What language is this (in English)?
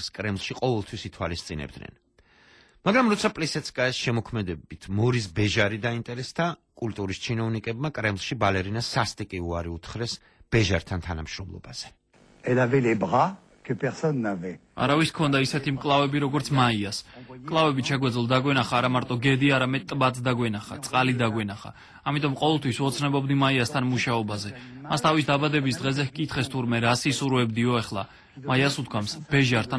Georgian